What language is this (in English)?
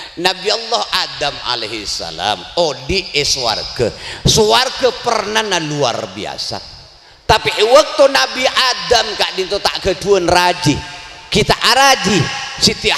Madurese